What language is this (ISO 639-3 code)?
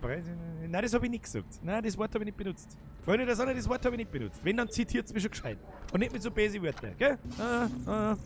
bar